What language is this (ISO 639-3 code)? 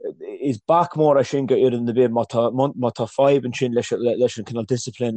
gle